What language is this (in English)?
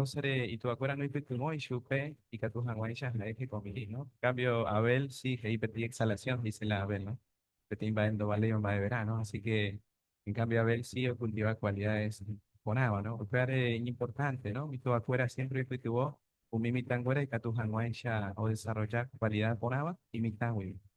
Guarani